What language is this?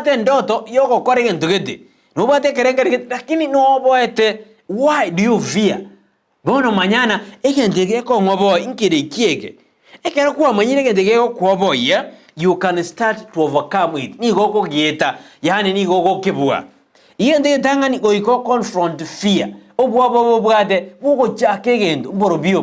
Gusii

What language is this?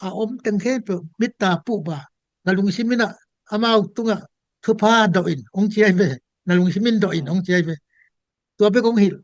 Tedim Chin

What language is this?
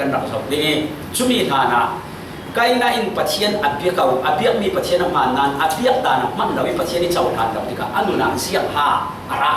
Falam Chin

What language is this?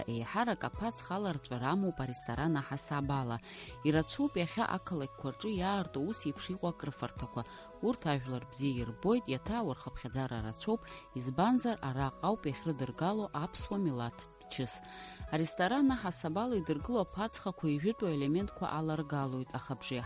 Abkhazian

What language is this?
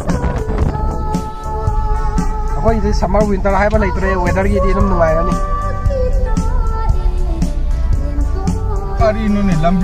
Malay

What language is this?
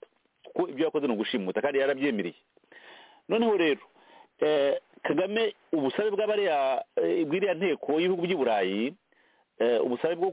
Kinyarwanda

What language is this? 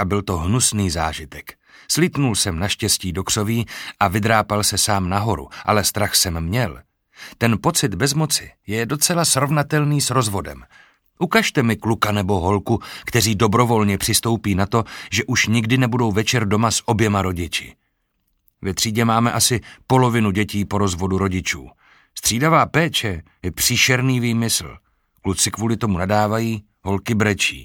Czech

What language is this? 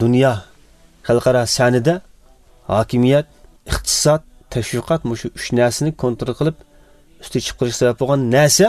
Uyghur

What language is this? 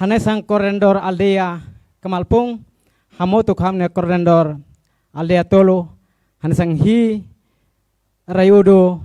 Tetum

